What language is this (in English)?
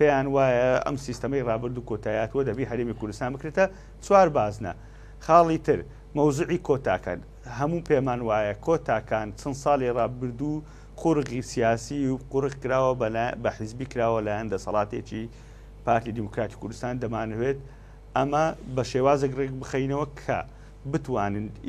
Central Kurdish